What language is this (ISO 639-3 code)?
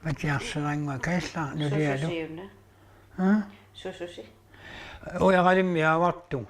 kal